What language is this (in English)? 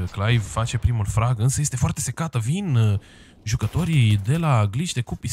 Romanian